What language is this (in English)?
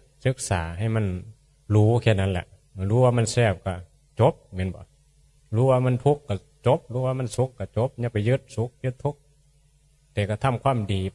Northeastern Thai